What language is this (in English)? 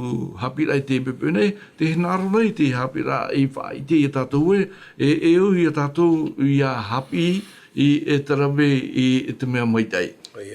Tahitian